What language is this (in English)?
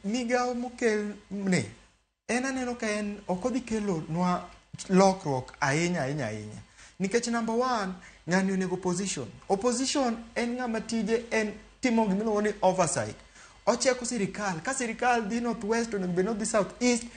Luo (Kenya and Tanzania)